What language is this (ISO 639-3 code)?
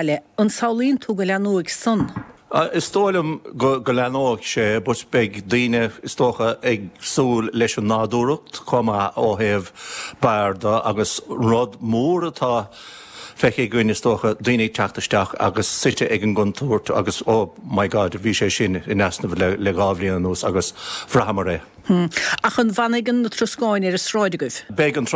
gle